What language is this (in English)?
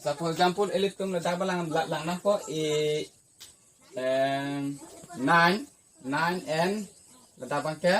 Karbi